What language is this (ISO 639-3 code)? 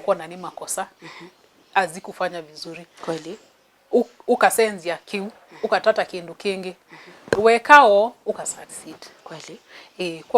kam